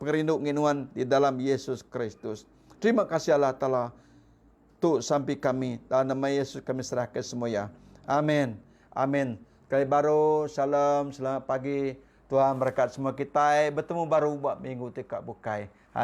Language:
Iban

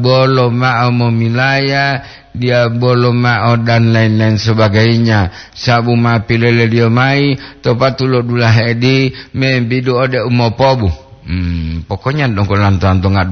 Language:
Gorontalo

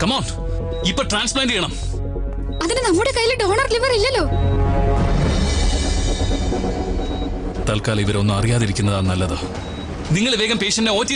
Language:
Malayalam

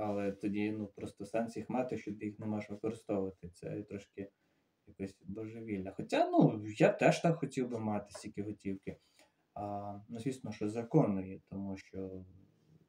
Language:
Ukrainian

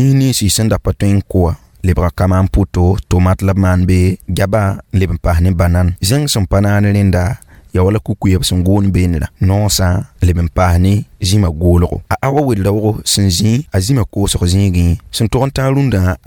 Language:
Mossi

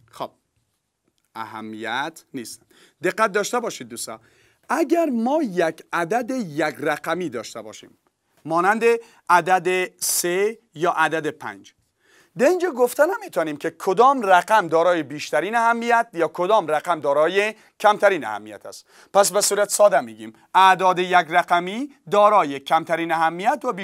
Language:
Persian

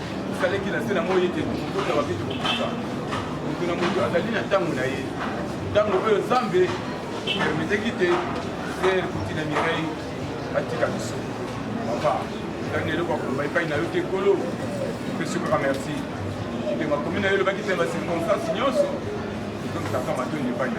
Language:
Lingala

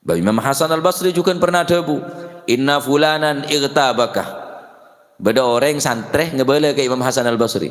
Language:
Madurese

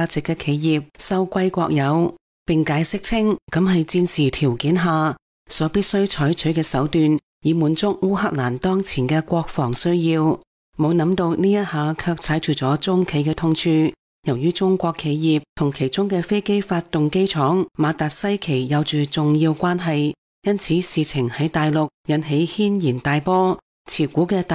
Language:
Cantonese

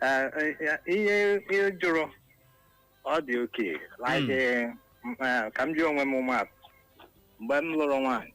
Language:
Igbo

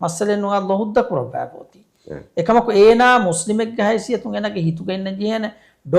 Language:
Divehi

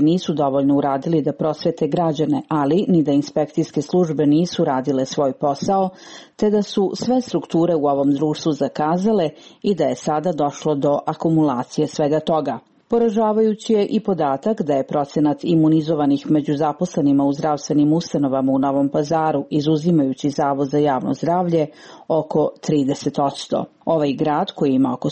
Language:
Serbian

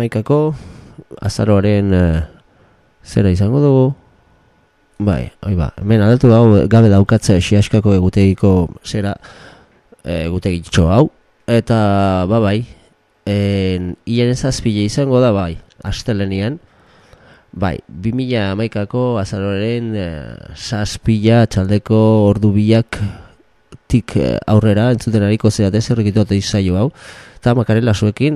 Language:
Basque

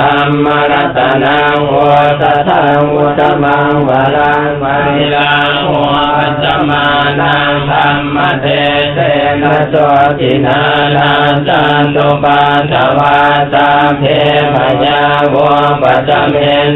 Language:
Pali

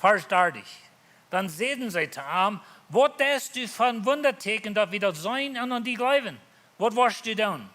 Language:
Plautdietsch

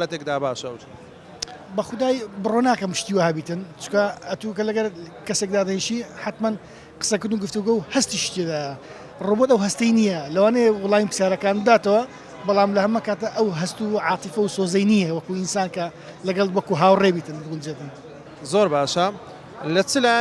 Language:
Central Kurdish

